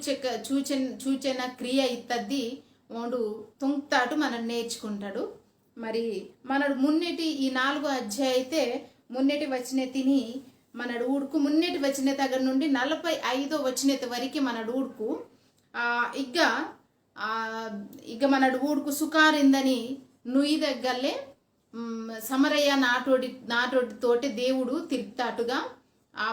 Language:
Koya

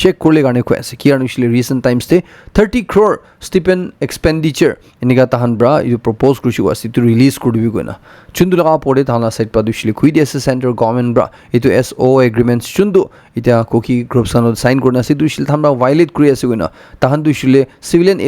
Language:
Naga Pidgin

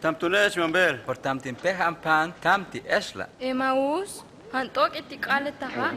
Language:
Huastec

